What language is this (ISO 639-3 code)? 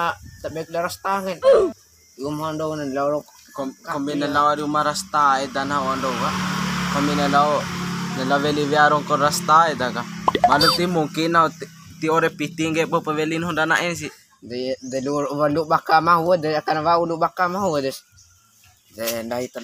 bhp